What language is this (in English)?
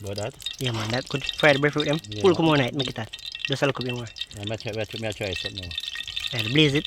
Jamaican Creole English